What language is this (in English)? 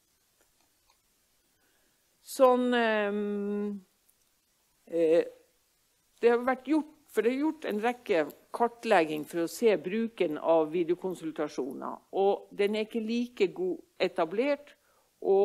Norwegian